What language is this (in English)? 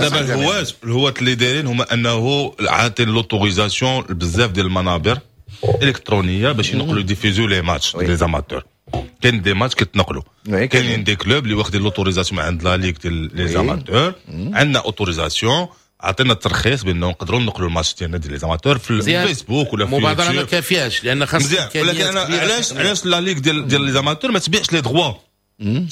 Moroccan Arabic